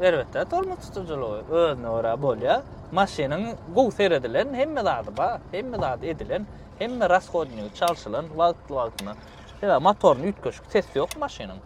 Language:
Turkmen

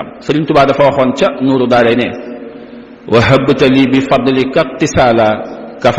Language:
Wolof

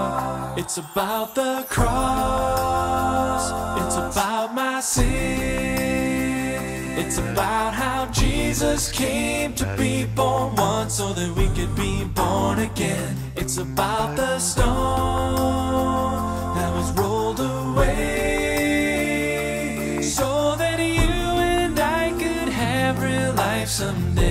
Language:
English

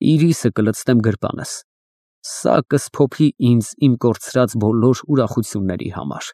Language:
Armenian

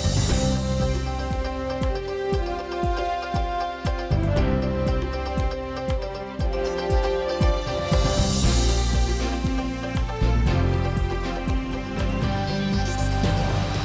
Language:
Udmurt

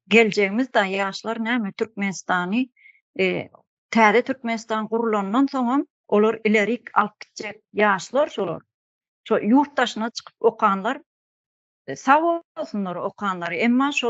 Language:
Turkmen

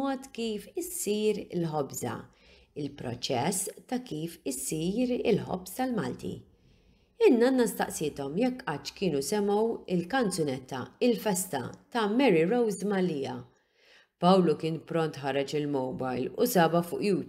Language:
Maltese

